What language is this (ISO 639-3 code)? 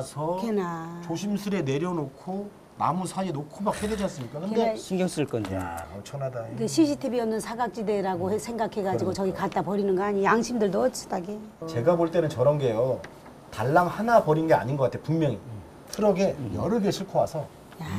kor